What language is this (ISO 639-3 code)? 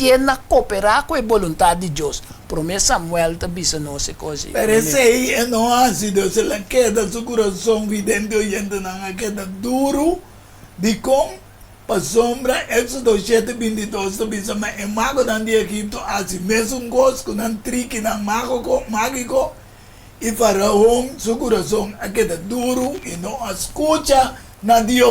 pap